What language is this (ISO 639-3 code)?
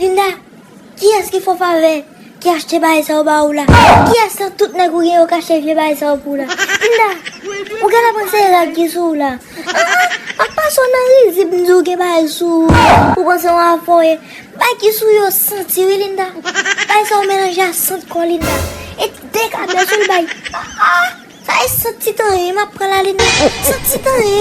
hat